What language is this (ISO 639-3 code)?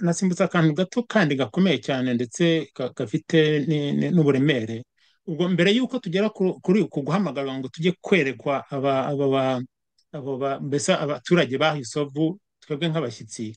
kin